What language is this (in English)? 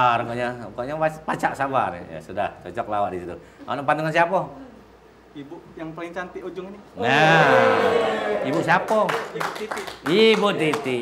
Musi